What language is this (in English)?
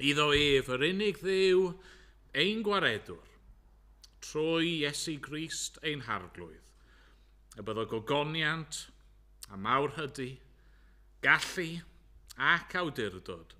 Welsh